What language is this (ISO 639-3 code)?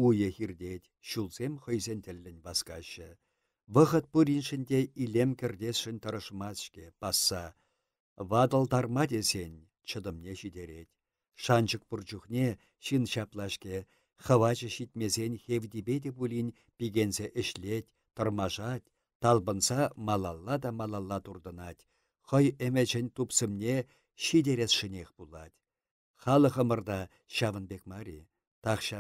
chv